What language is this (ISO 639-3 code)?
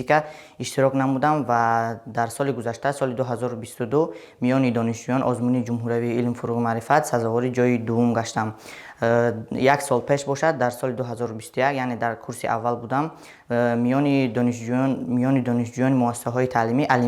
tgk